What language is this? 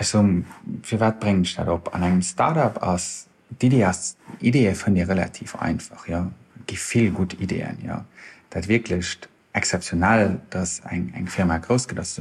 Luxembourgish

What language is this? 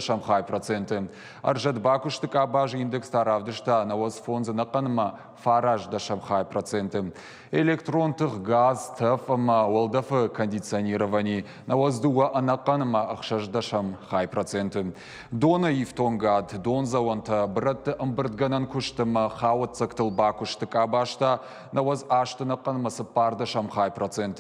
Ossetic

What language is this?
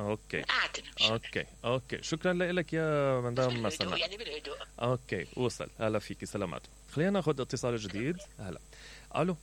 Mesopotamian Arabic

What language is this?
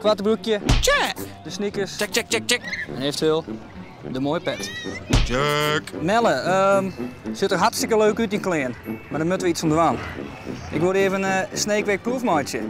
Western Frisian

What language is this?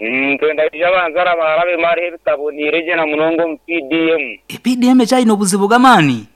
Nyankole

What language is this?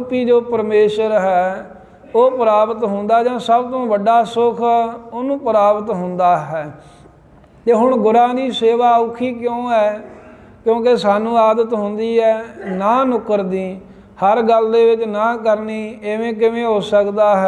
Punjabi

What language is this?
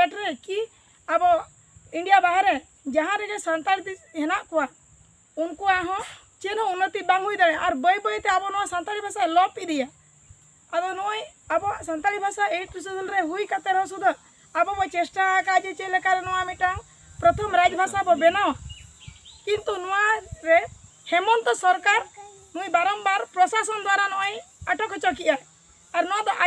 Santali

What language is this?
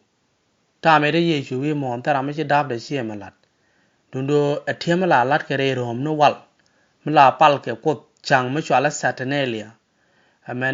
Nuer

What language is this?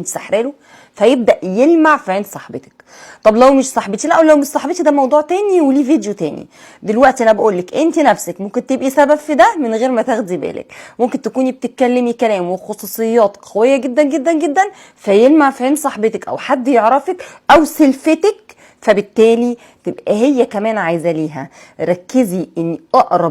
Egyptian Arabic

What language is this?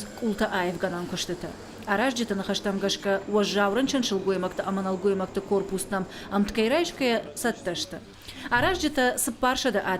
Ossetic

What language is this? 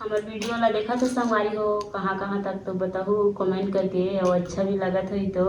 Chhattisgarhi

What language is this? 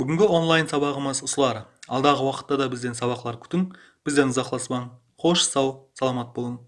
Kara-Kalpak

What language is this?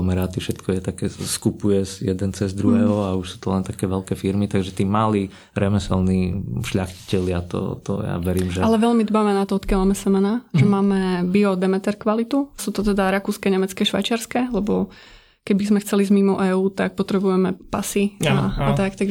Slovak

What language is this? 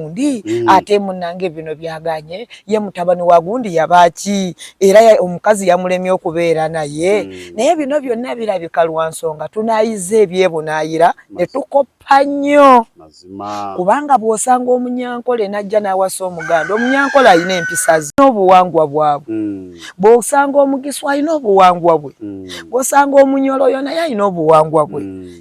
Ganda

